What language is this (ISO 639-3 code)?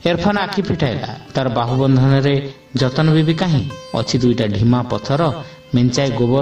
ori